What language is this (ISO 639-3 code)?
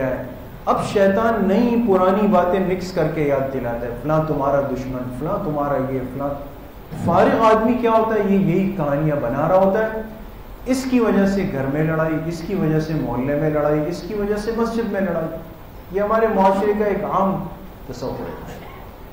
urd